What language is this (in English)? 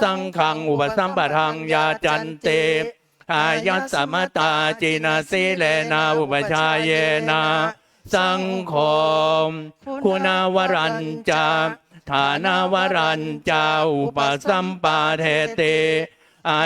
Pali